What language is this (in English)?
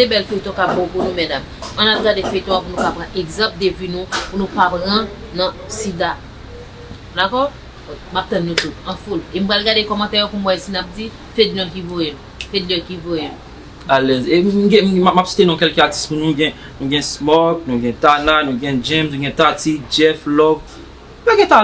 Haitian Creole